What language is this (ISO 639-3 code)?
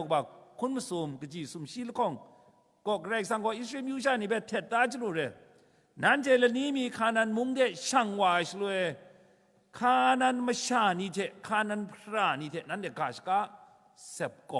kac